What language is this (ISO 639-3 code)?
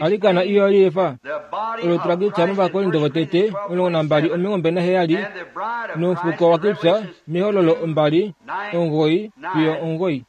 kua